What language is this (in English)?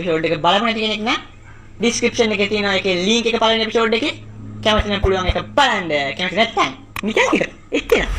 Sinhala